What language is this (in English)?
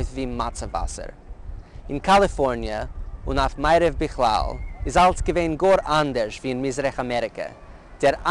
Yiddish